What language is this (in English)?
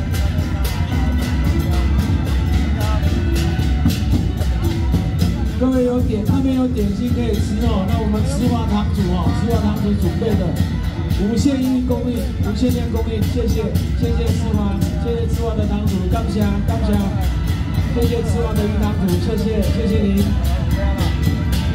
Chinese